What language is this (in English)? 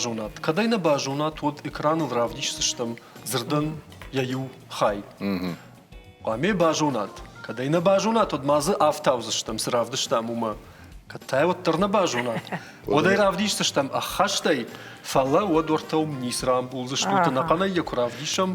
Ossetic